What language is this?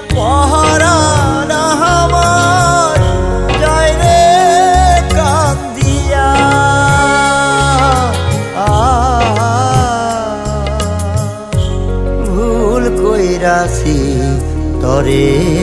Bangla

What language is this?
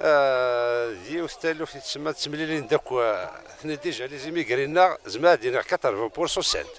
Kabyle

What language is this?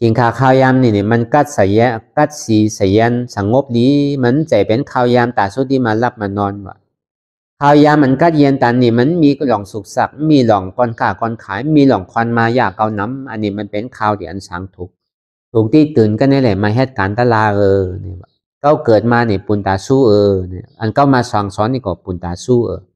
Shan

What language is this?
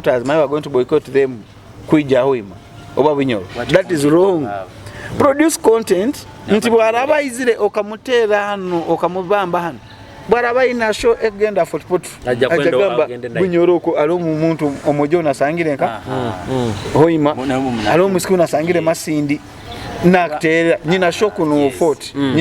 Nyoro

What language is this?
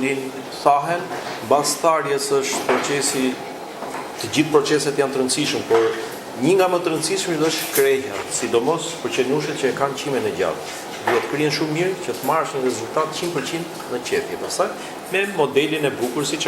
Albanian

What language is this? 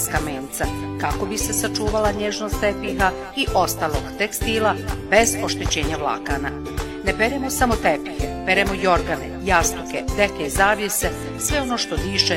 Bosnian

